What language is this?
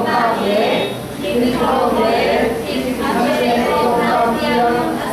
Falam Chin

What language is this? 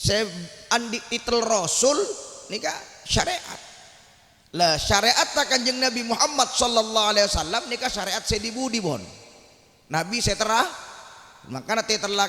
Madurese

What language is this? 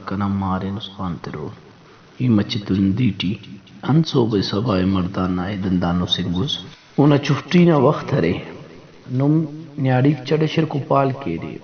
Brahui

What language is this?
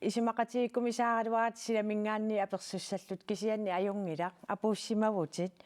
Kalaallisut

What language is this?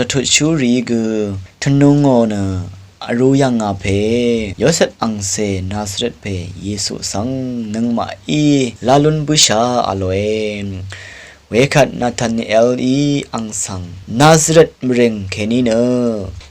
Rawang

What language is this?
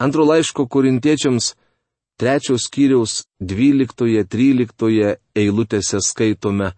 Lithuanian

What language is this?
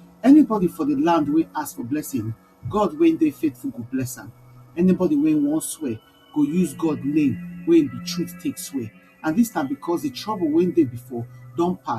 Nigerian Pidgin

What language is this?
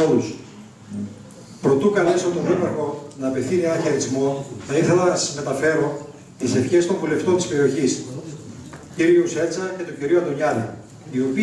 Greek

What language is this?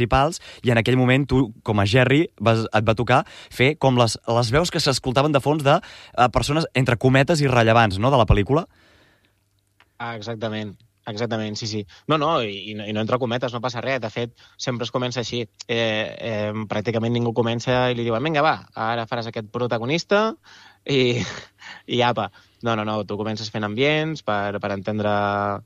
Catalan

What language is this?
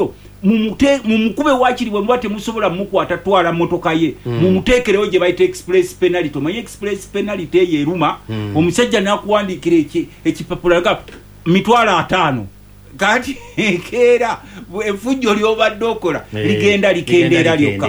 Ganda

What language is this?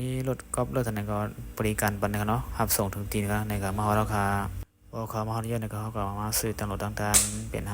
Shan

